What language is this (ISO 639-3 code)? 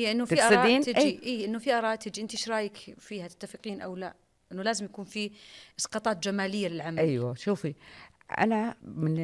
ars